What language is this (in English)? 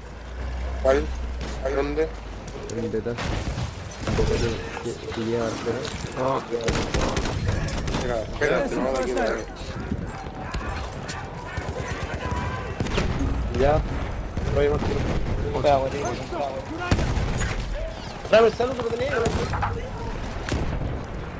Spanish